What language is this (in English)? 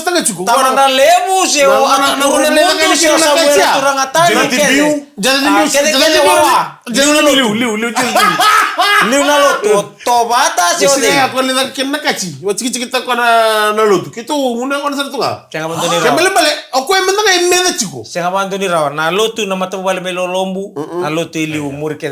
Fijian